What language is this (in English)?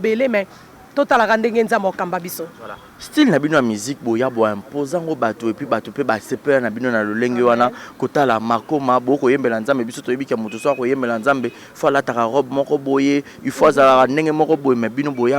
Lingala